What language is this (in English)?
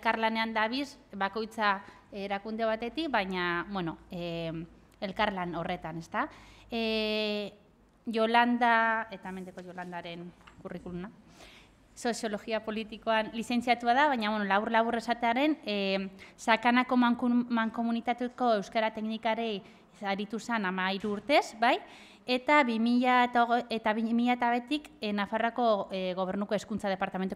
Basque